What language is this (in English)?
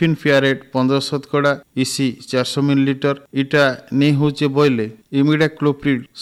Odia